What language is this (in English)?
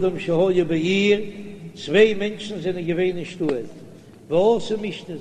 Yiddish